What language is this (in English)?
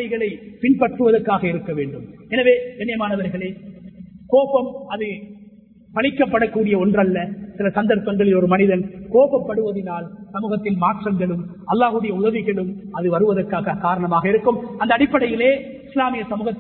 Tamil